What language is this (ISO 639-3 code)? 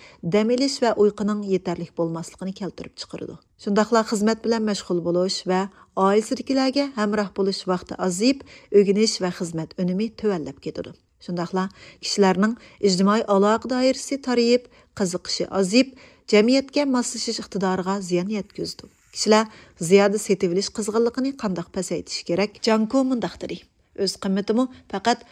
uig